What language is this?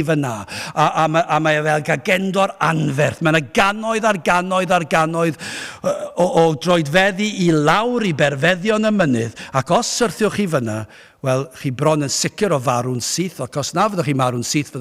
Welsh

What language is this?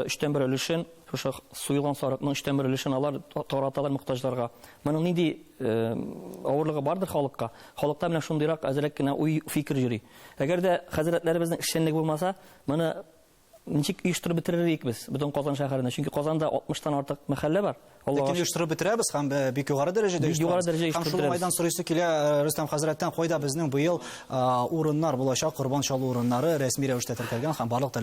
Tatar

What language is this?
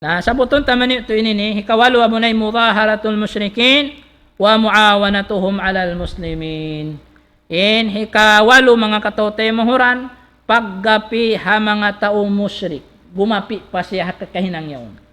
Tausug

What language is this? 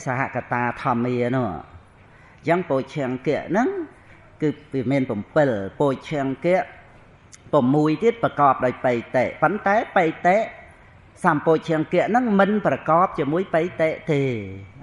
Khmer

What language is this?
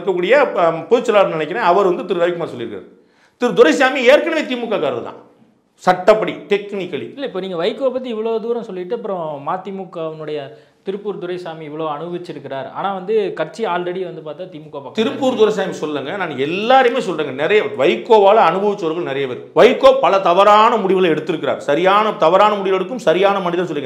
Tamil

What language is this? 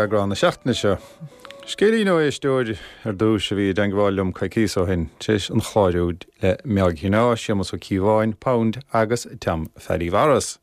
Irish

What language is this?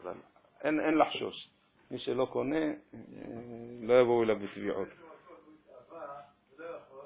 Hebrew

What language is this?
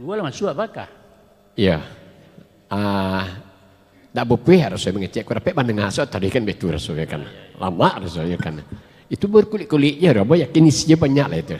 Minangkabau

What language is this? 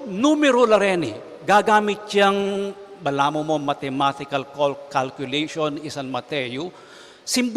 Pampanga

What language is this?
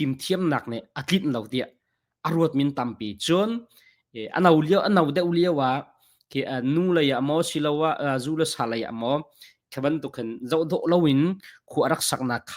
Hakha Chin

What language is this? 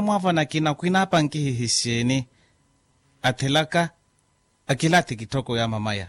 Makhuwa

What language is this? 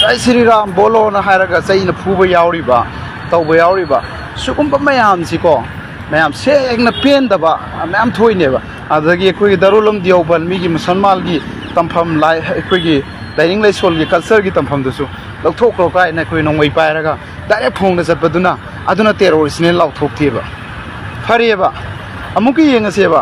Manipuri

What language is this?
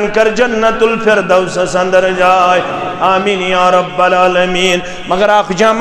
Kashmiri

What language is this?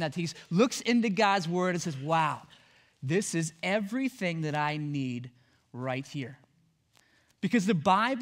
English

